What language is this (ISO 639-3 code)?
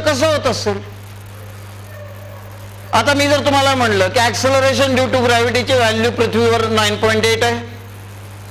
mar